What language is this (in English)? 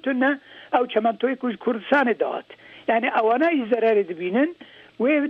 Kurdish